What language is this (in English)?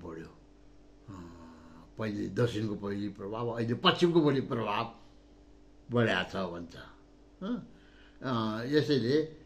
Nepali